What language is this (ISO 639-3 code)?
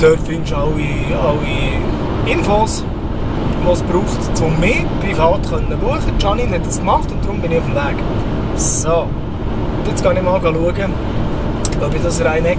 gsw